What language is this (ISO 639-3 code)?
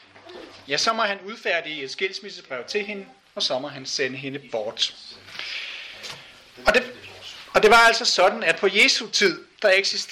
dan